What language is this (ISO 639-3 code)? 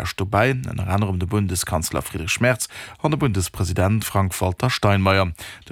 ltz